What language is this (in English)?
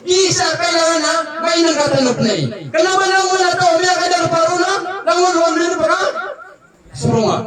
Maranao